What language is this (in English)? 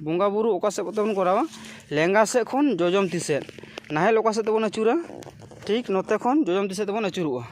Santali